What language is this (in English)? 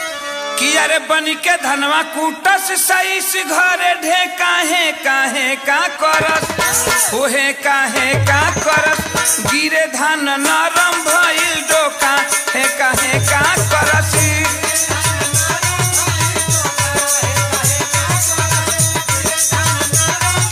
Bhojpuri